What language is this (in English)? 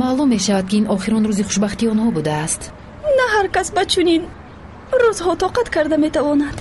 Tajik